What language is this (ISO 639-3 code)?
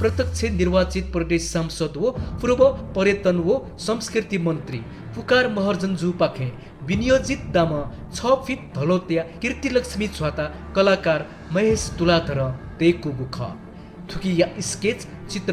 new